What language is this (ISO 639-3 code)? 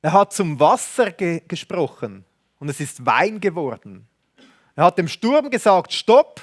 gsw